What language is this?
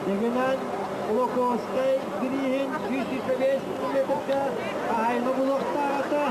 Yakut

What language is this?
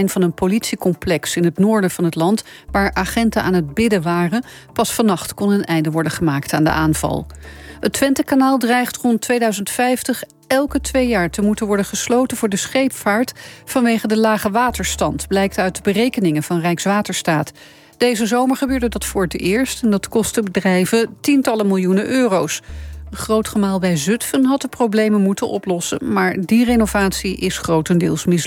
Dutch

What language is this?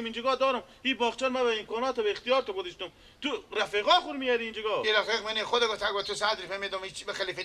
Persian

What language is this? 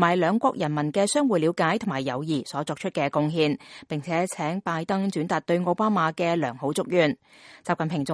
Cantonese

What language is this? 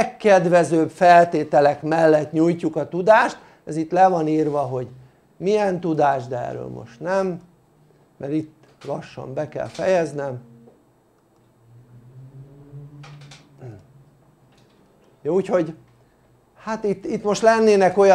Hungarian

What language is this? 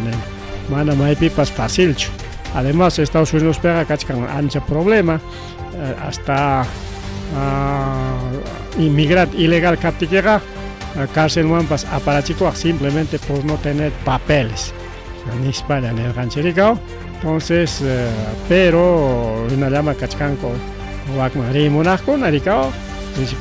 Ayacucho Quechua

